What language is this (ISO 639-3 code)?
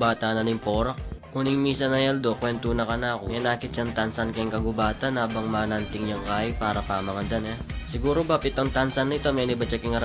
pam